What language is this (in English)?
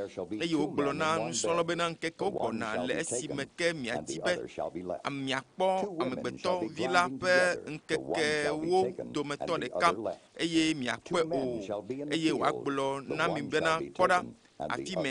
Ewe